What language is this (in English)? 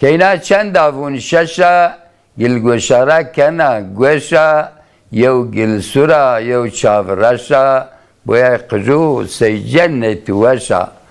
Zaza